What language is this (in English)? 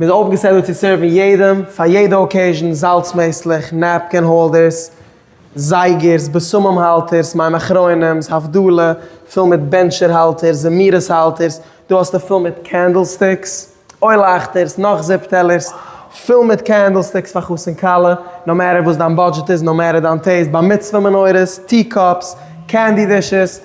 Yiddish